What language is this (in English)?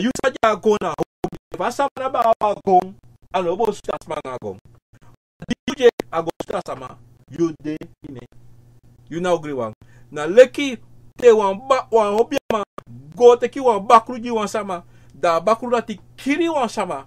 Sranan Tongo